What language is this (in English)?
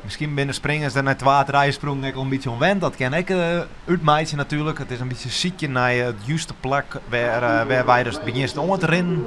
Western Frisian